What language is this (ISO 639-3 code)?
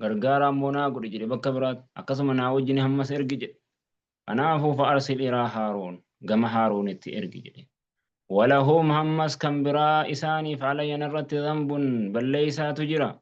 orm